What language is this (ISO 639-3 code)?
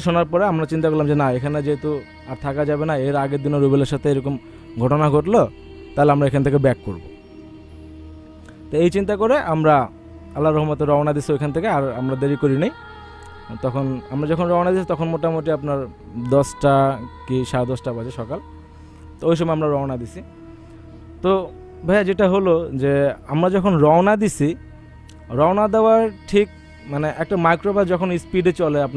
ben